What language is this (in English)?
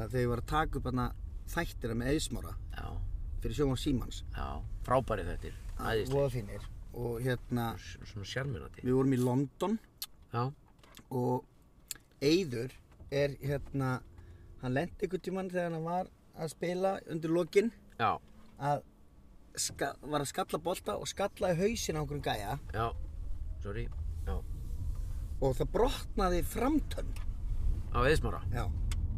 Icelandic